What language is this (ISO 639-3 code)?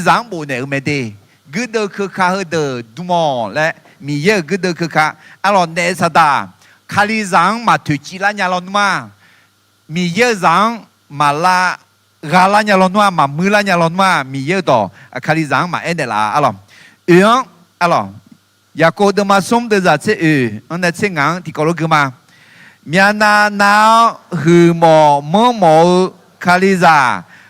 ahk